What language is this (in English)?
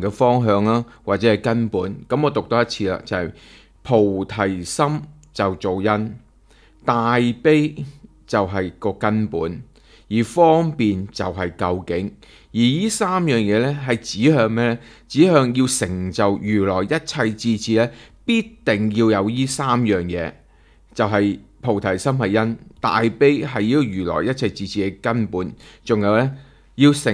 Cantonese